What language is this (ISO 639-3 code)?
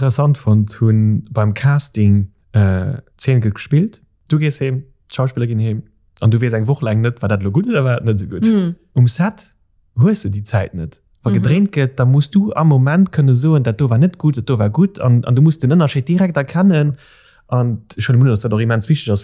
ltz